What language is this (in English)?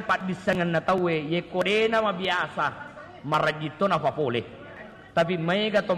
Buginese